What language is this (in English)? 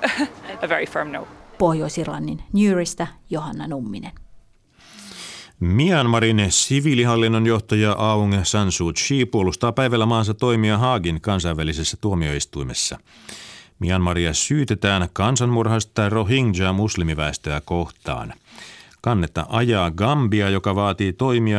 Finnish